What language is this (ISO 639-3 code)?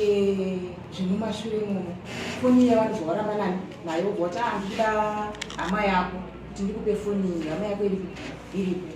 sna